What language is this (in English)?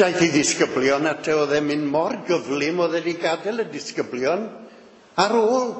Welsh